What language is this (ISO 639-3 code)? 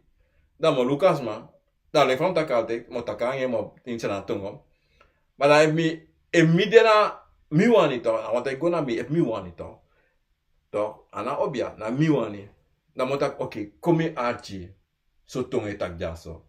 srn